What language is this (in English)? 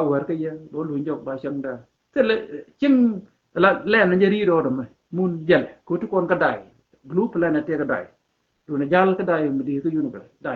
Nuer